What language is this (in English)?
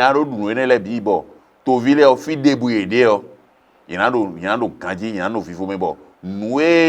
Fon